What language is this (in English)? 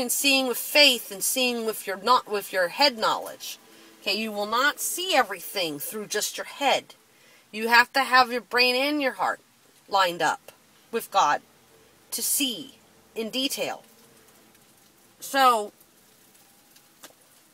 English